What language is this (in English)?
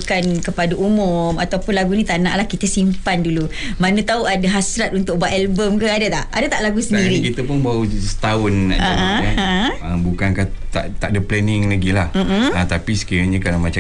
Malay